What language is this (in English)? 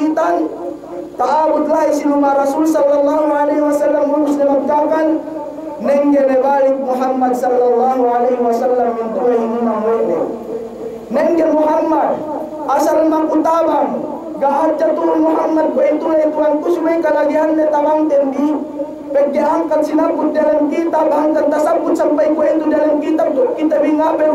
Yakan